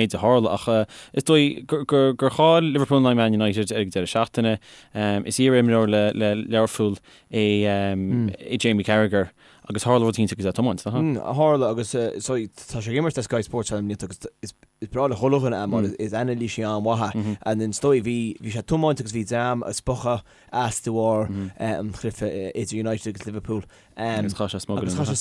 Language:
Irish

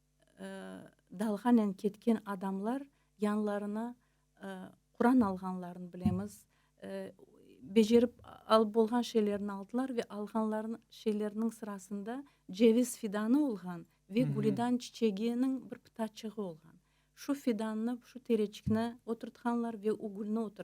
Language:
Crimean Tatar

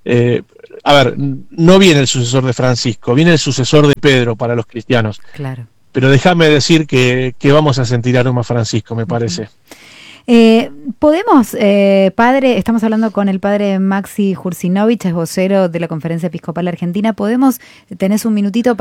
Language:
Spanish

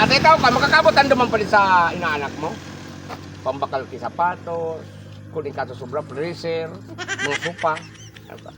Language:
Bikol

